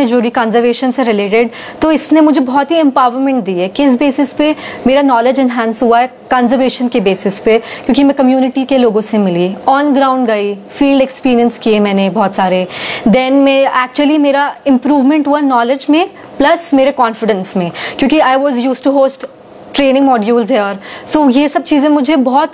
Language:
Hindi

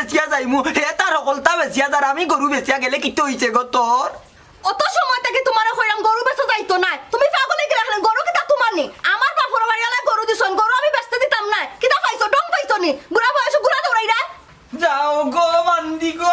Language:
Sylheti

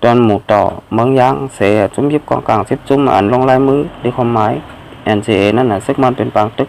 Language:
Shan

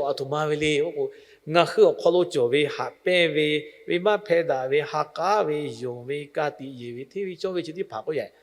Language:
Lahu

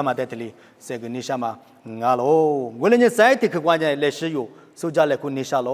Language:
Lisu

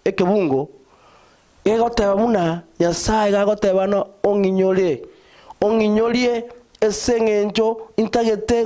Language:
Gusii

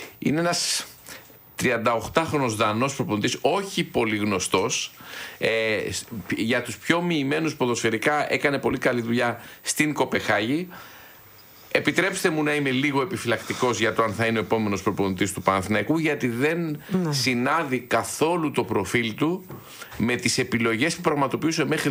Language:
Greek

